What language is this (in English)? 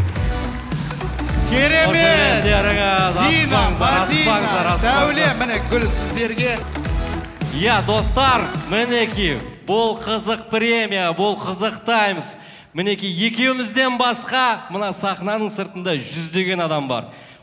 Kazakh